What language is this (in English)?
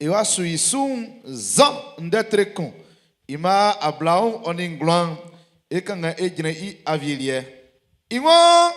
Baoulé